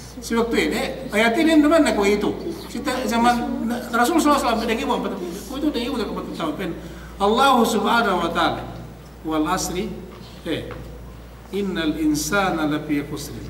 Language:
Yakan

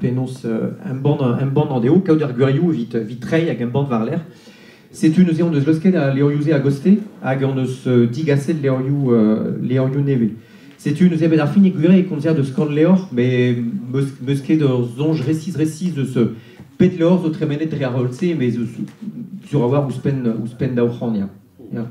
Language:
Breton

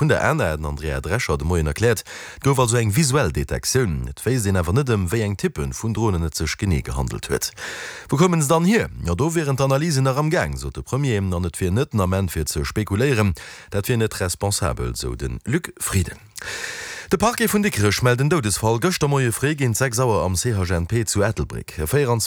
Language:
Luxembourgish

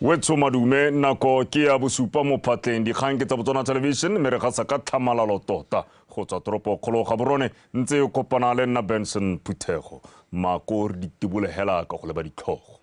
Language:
Tswana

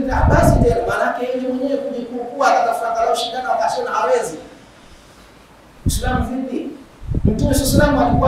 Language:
Swahili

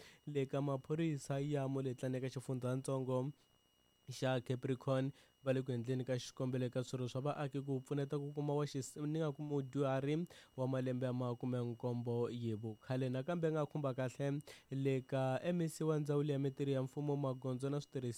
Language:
Tsonga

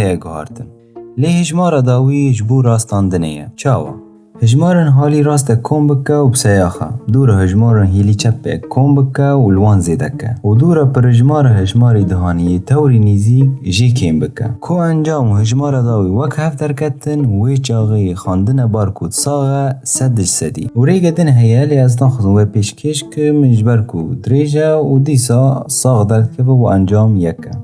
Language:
Kurdish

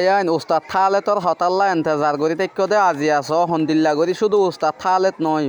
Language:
Rohingya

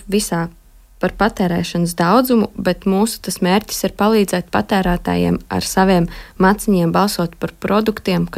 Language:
Latvian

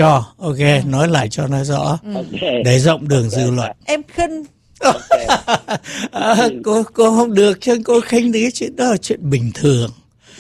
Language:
Vietnamese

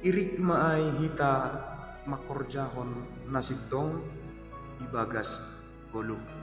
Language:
Batak Simalungun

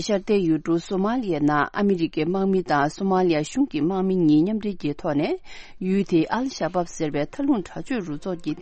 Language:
Tibetan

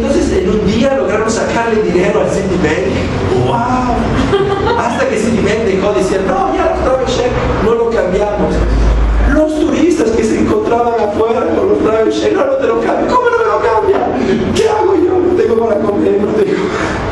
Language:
Spanish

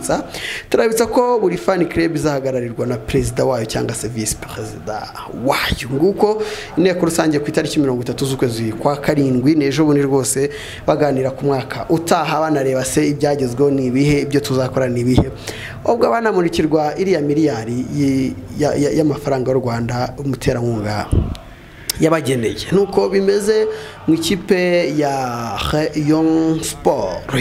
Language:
Kinyarwanda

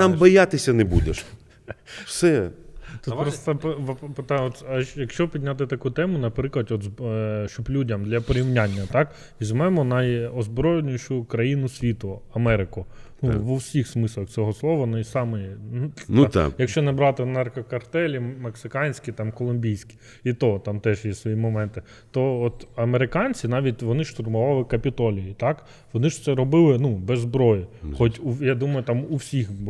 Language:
Ukrainian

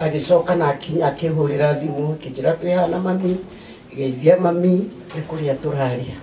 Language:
Kikuyu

